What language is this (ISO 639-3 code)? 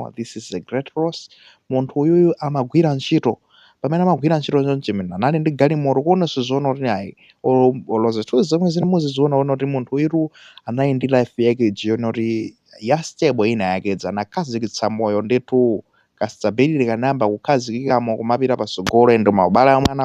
nya